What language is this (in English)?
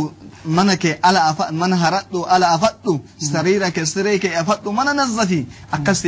Oromo